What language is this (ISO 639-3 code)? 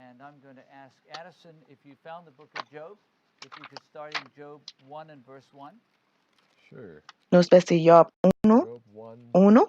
pap